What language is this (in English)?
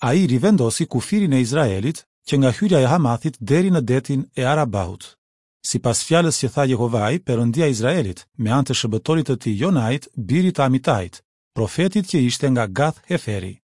Albanian